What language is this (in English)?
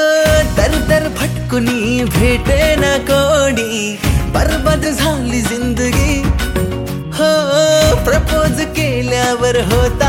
Marathi